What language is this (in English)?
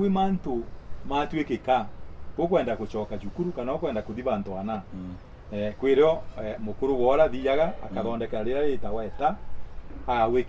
Meru